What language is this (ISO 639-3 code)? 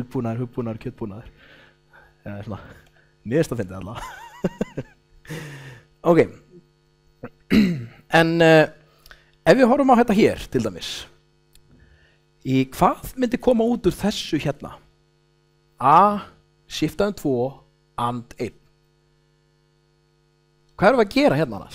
isl